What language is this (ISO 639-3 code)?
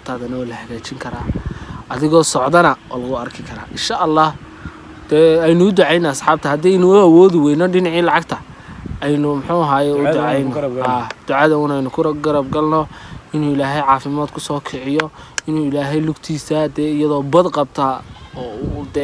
som